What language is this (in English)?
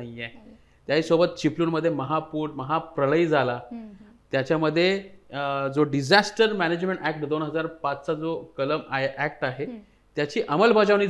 Marathi